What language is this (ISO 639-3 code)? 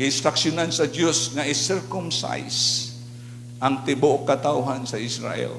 ceb